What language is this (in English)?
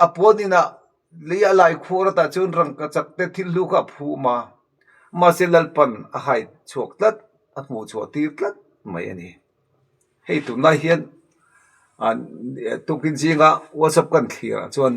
Mizo